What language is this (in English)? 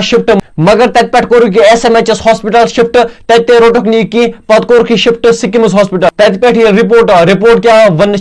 Kashmiri